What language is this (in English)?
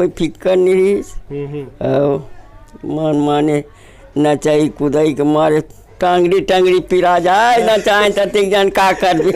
Chhattisgarhi